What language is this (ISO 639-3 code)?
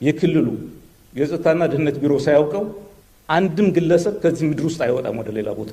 amh